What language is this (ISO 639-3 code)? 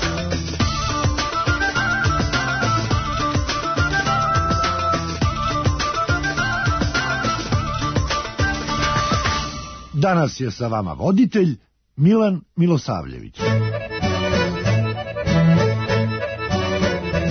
srp